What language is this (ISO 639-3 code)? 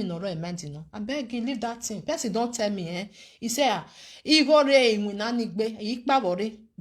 pcm